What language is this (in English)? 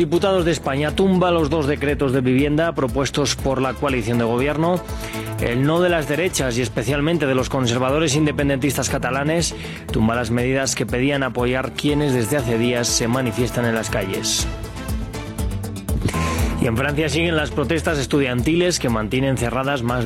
Spanish